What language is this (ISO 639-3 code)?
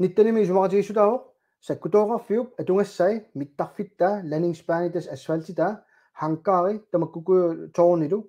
kal